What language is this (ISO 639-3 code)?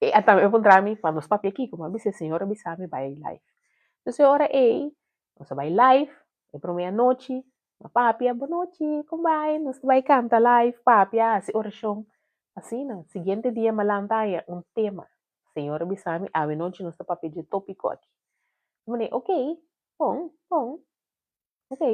pap